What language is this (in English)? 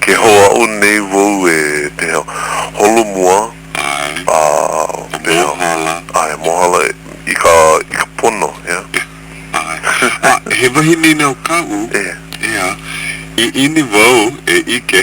Hawaiian